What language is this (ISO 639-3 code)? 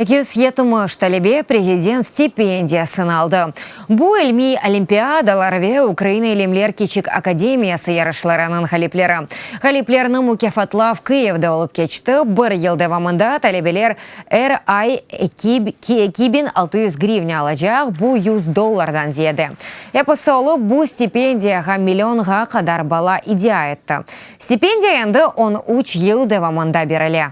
crh